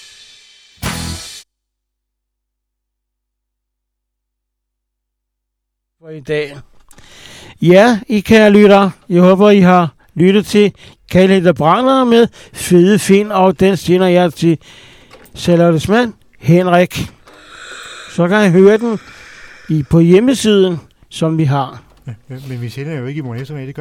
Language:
Danish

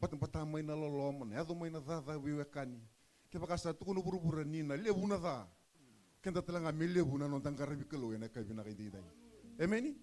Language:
Fijian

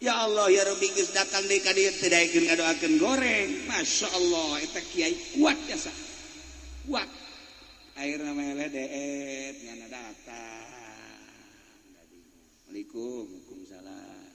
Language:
Sundanese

